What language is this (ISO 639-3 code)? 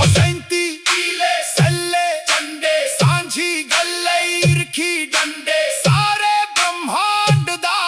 doi